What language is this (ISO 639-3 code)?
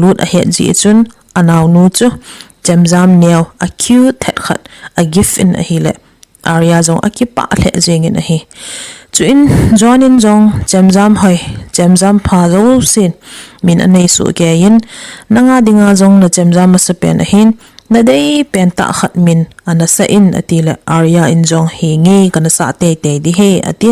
tcz